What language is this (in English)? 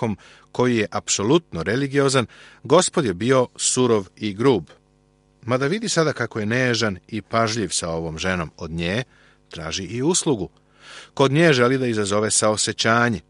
Serbian